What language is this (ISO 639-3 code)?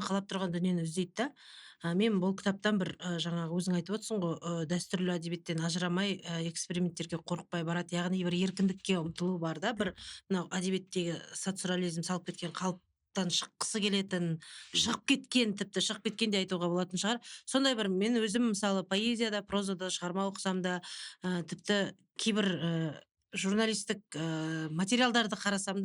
kaz